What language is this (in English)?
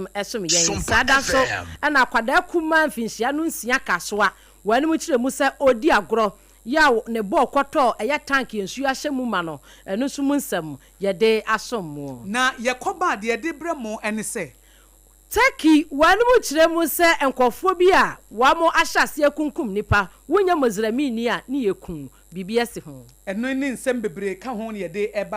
Akan